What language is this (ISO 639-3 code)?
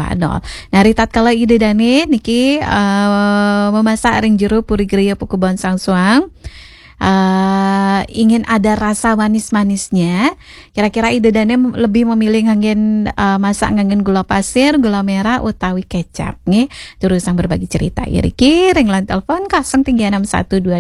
ban